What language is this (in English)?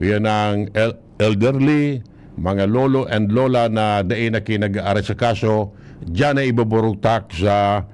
Bikol